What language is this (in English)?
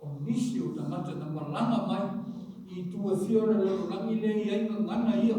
Samoan